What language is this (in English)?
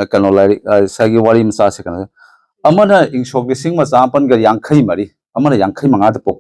Manipuri